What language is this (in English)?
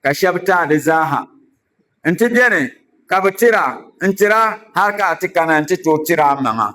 Dagbani